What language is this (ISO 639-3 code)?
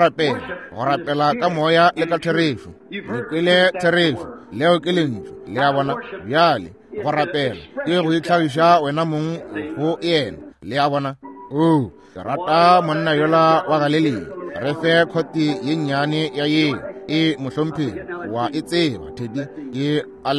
nso